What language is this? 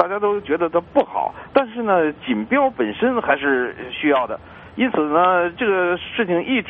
Chinese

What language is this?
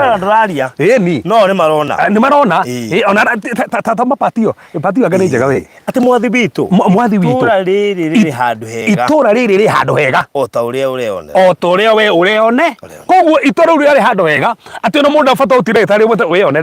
Kikuyu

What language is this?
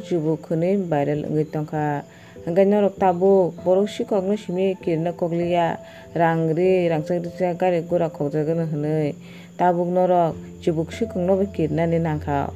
Kok Borok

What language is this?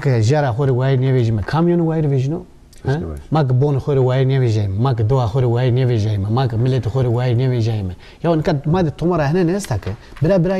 Zaza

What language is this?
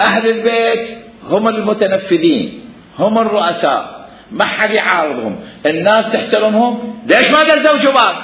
Mesopotamian Arabic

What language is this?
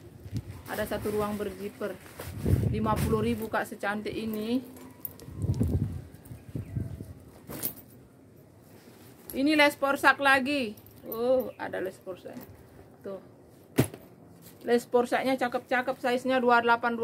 Indonesian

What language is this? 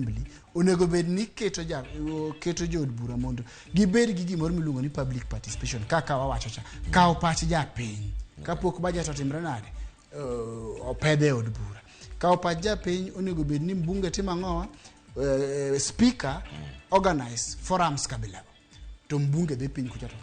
Luo (Kenya and Tanzania)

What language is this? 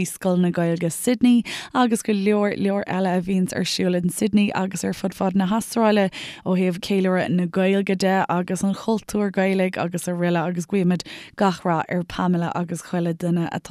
Irish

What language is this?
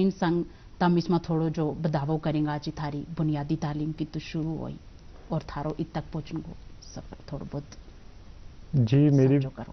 Gujari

